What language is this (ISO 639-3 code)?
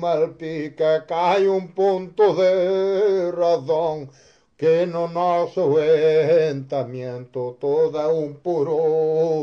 glg